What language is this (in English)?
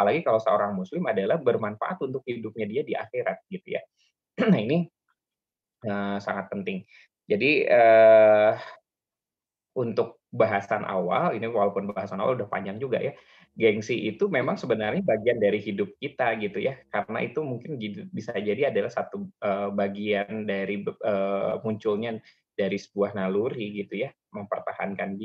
Indonesian